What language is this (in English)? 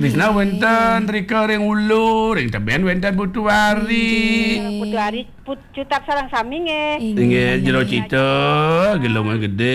Balinese